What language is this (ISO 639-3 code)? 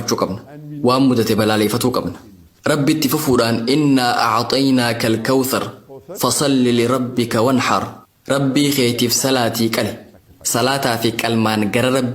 orm